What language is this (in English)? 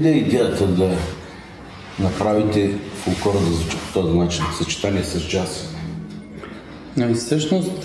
Bulgarian